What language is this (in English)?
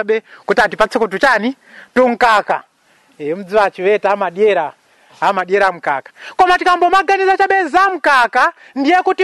Nyanja